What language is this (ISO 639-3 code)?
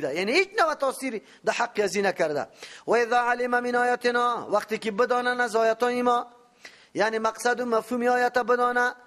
fas